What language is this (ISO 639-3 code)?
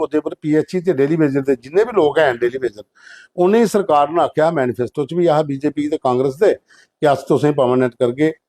doi